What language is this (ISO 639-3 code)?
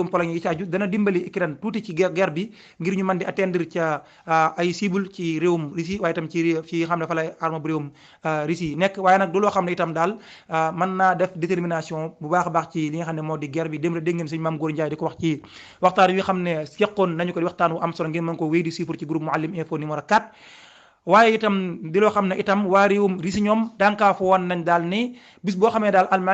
wol